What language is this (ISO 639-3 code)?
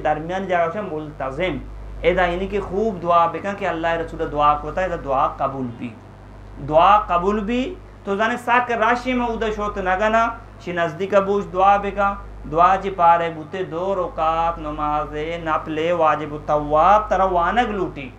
bgp